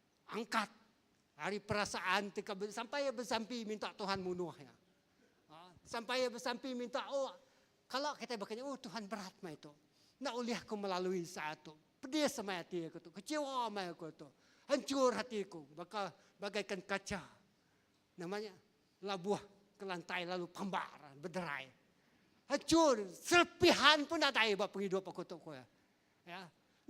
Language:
Iban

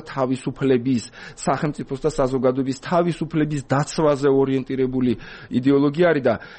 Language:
Georgian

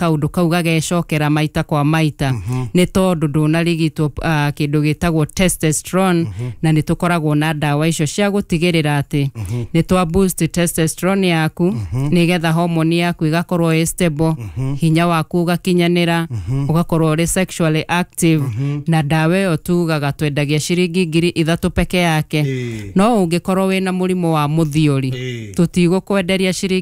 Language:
Kikuyu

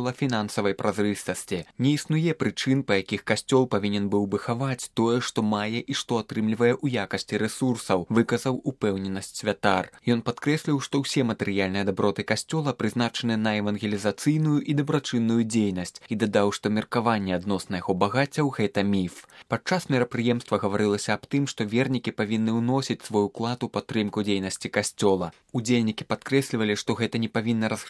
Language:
Belarusian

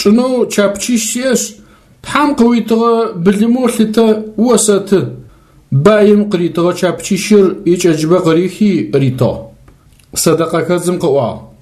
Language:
Adyghe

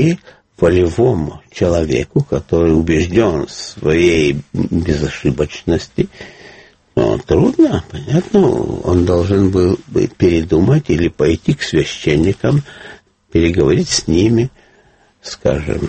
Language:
Russian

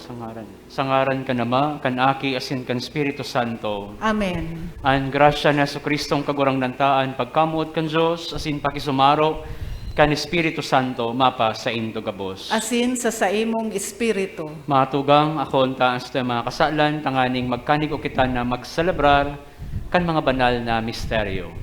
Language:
Bikol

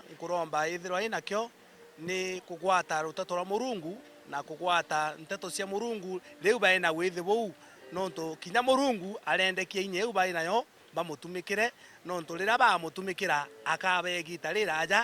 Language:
Meru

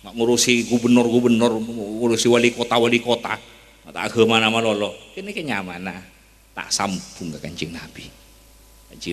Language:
Madurese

